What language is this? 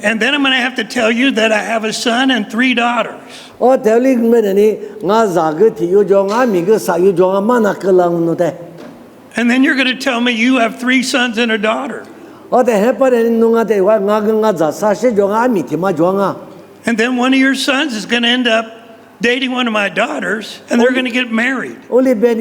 Lisu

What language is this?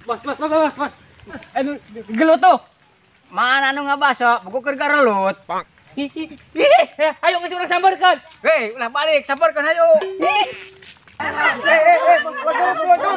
Sundanese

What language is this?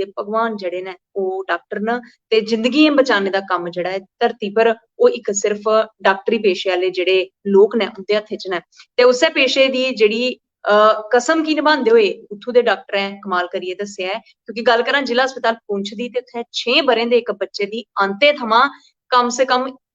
Dogri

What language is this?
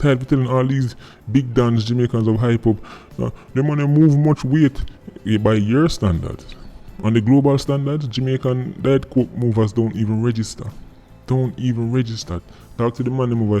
Jamaican Creole English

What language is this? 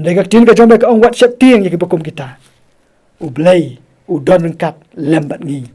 Khasi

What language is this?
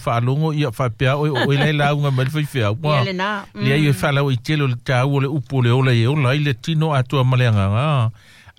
Samoan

